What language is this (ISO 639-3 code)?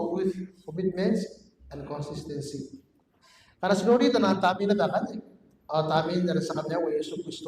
gil